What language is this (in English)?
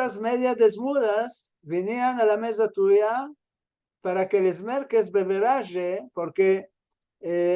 Ladino